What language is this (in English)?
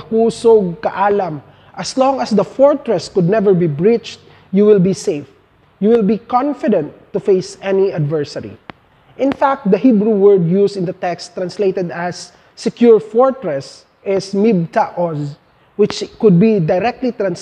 English